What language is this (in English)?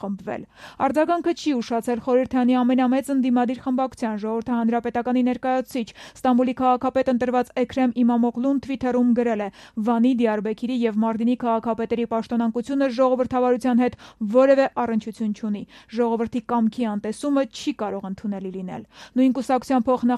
Armenian